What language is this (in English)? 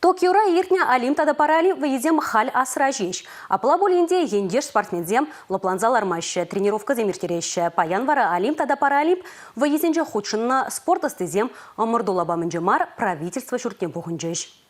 Chuvash